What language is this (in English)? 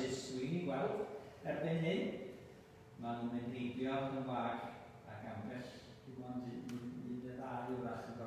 Welsh